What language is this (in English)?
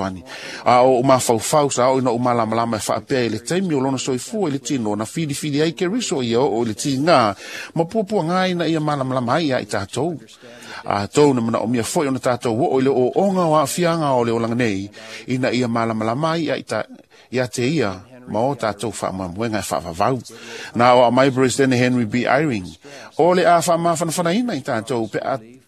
Samoan